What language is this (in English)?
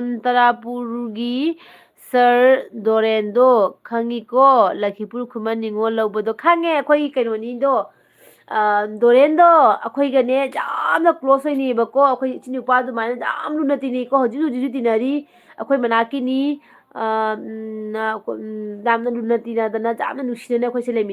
Manipuri